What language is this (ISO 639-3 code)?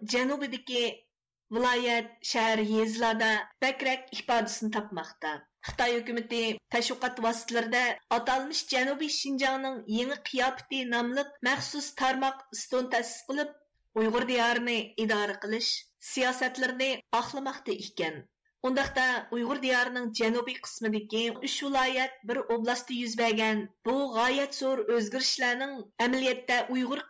uig